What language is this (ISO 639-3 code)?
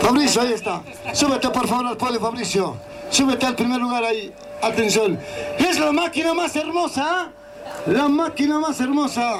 quh